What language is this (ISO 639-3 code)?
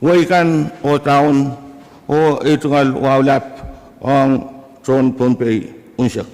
pon